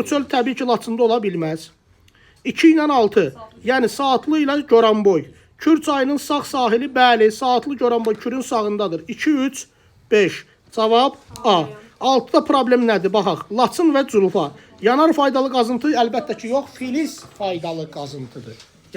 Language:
Azerbaijani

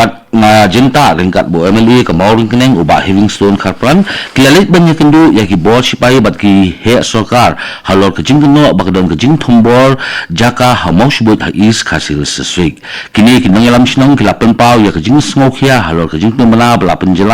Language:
Khasi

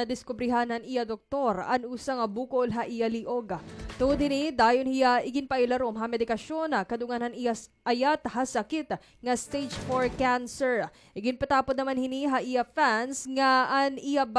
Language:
Waray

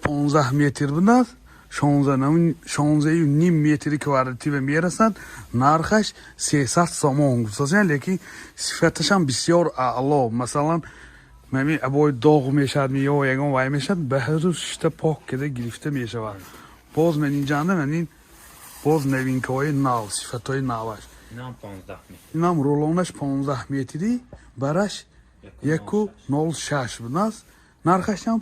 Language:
Tajik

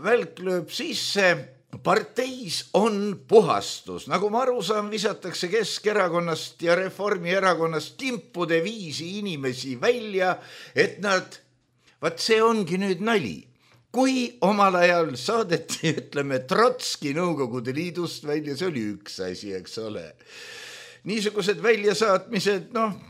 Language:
Estonian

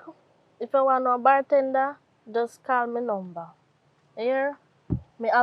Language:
Jamaican Creole English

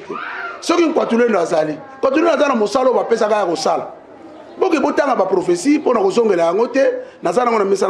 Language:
Lingala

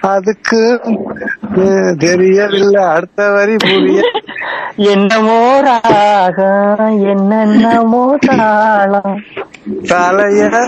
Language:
Tamil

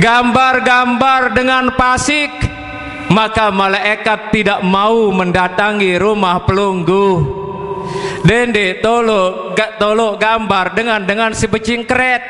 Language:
Sasak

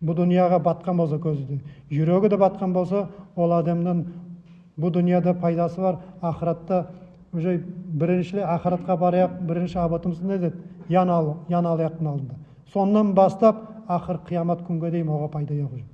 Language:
Nogai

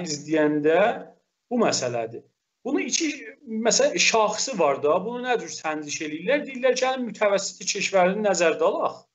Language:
South Azerbaijani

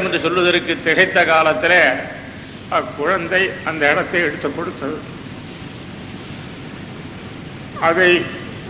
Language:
Tamil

